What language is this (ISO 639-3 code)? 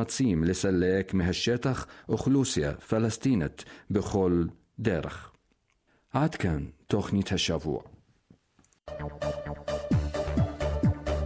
heb